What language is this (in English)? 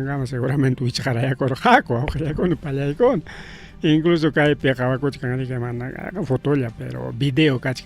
Ayacucho Quechua